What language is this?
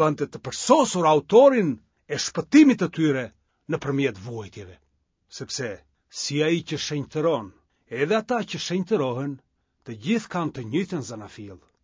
Albanian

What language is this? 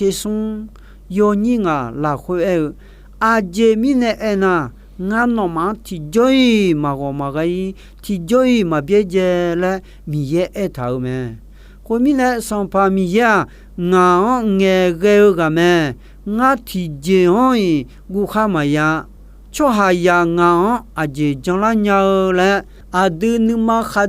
Akha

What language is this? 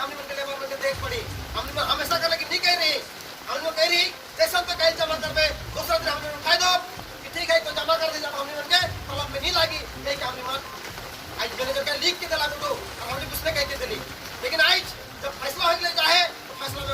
Sadri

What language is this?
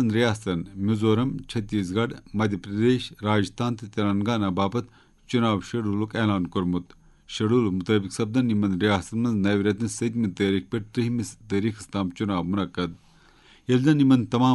Kashmiri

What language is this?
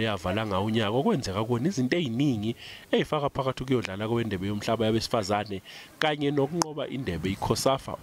Zulu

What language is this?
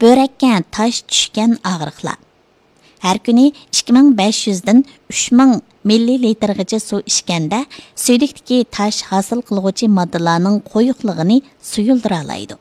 Uyghur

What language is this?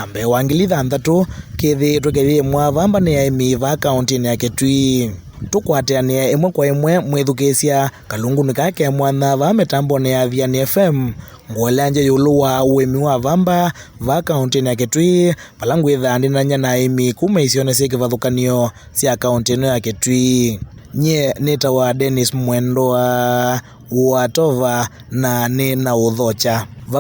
Kamba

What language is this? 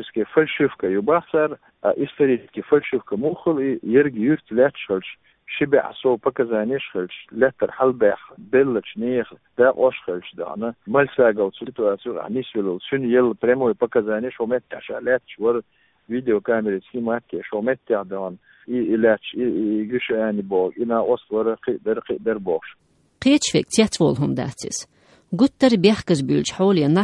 Chechen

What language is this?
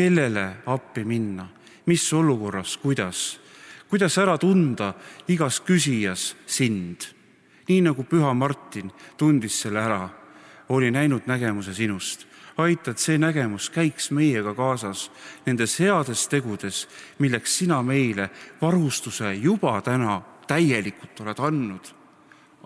Estonian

